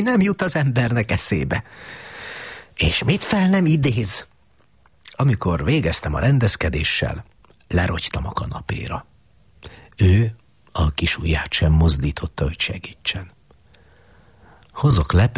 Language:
Hungarian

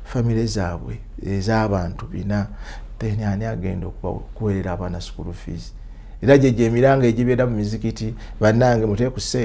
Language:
Ganda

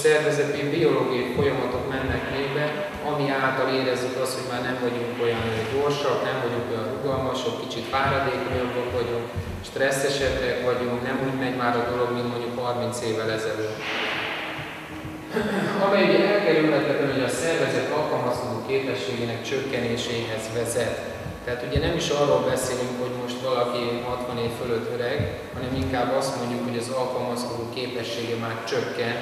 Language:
Hungarian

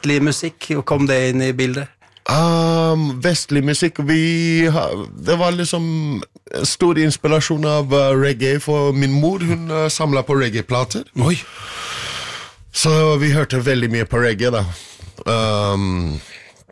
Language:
Norwegian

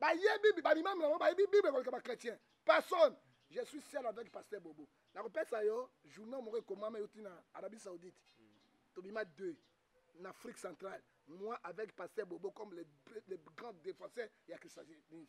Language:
Lingala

